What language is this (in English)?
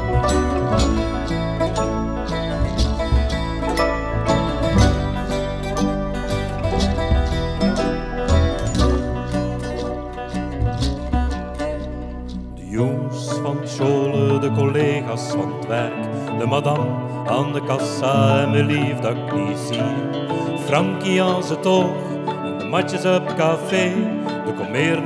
Dutch